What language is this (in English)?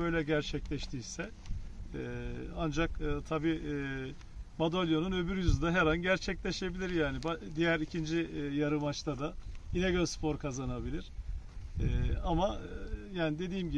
Turkish